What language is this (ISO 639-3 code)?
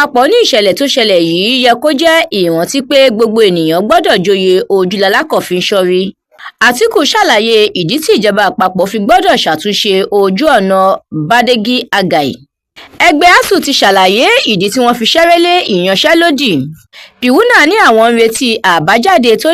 yor